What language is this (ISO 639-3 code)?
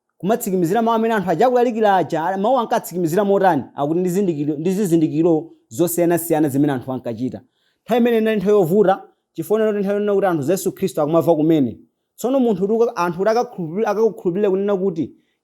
nya